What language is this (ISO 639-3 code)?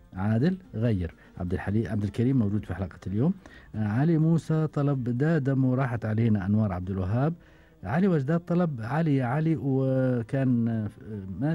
afb